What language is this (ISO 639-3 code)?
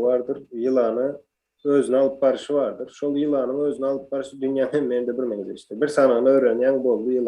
tuk